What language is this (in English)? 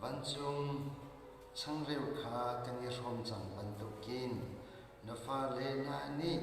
Hakha Chin